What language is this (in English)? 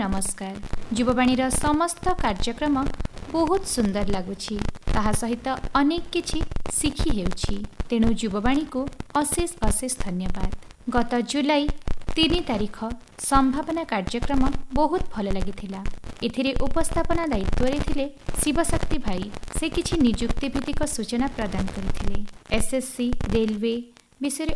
Odia